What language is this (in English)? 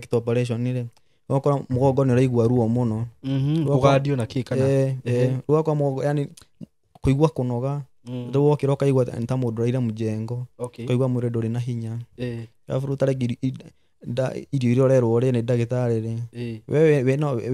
Kikuyu